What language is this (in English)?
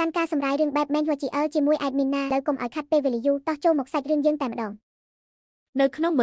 Khmer